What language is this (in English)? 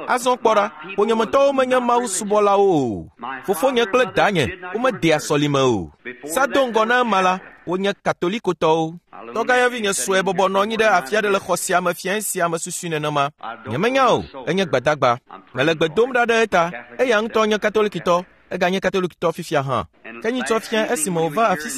Ewe